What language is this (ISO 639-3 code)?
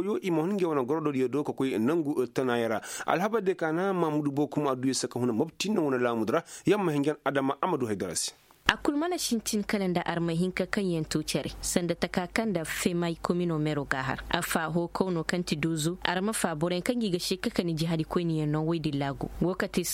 ses